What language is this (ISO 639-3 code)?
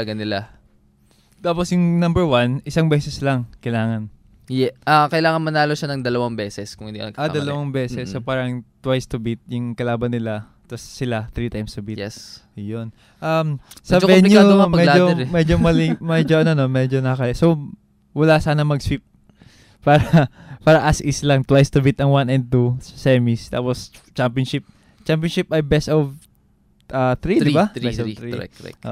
fil